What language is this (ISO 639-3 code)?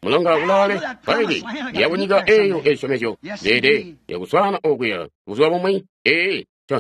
toi